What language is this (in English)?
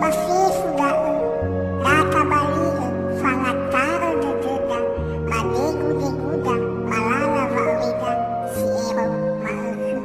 Nias